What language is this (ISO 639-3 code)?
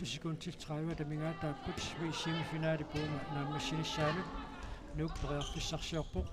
kal